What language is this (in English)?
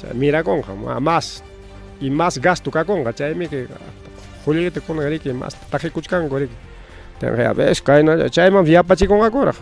Ayacucho Quechua